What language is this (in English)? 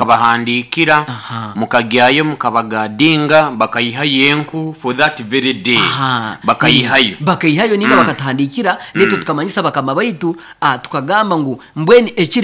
Nyoro